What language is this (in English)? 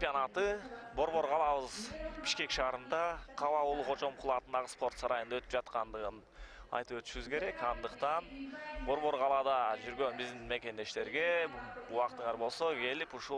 Kyrgyz